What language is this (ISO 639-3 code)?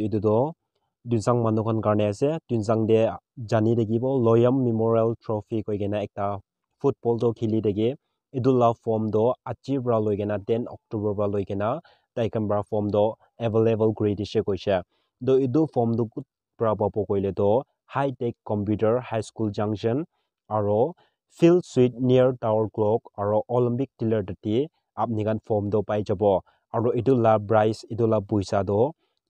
nag